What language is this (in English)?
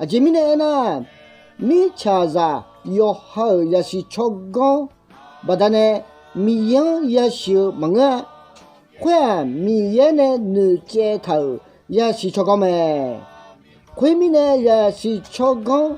Akha